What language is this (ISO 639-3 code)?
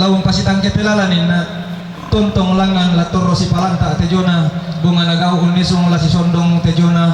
sda